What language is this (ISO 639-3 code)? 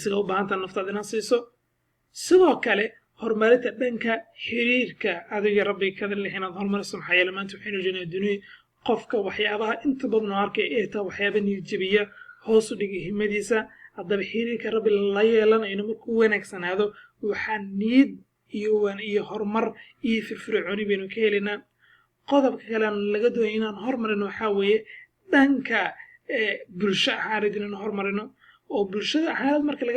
som